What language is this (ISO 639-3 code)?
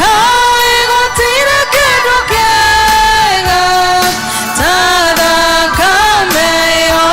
kik